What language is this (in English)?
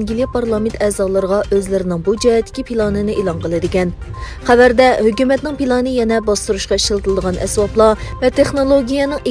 Uyghur